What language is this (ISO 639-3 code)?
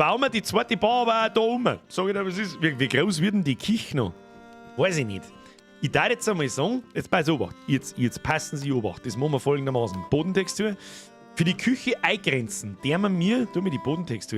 bar